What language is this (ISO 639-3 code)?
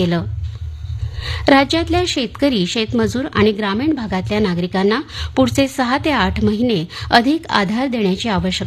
mar